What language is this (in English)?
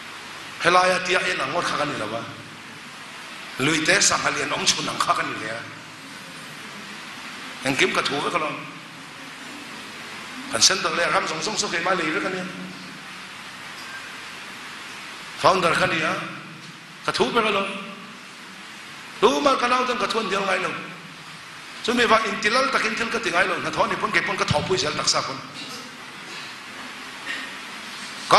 Thai